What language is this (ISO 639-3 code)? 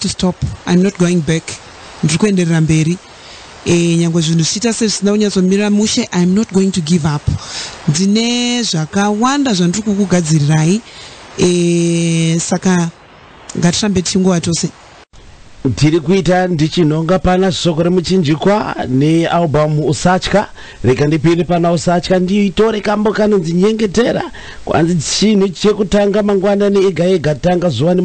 sna